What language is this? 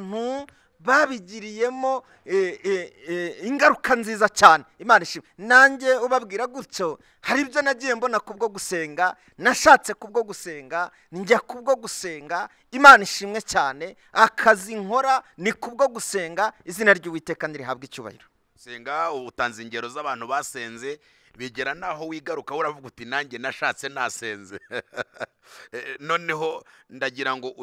Kinyarwanda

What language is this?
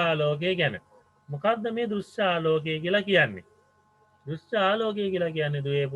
Sinhala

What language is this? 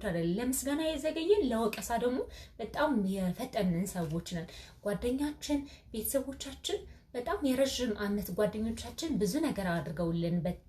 Amharic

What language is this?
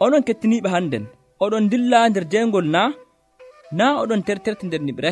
Nigerian Fulfulde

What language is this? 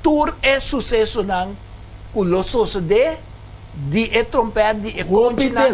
Papiamento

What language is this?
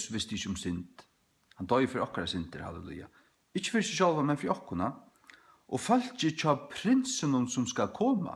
Faroese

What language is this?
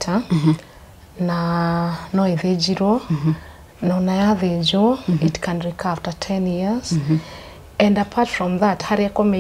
Kikuyu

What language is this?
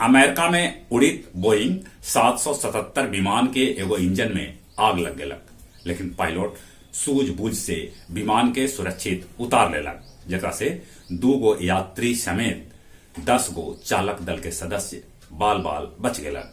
Magahi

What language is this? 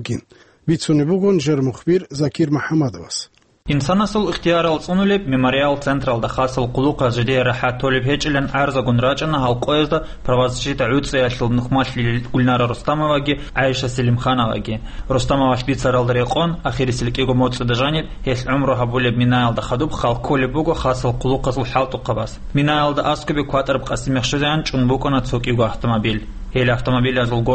Avaric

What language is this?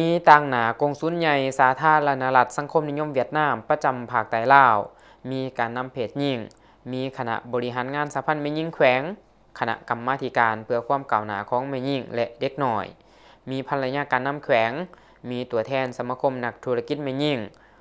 Lao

